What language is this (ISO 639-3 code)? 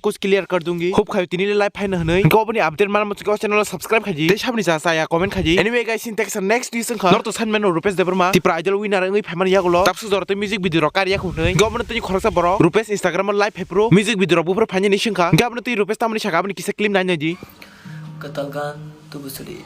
trp